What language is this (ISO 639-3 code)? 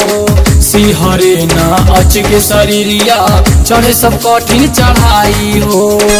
bho